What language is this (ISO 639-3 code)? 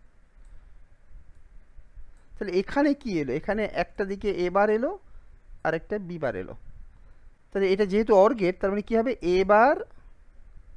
ben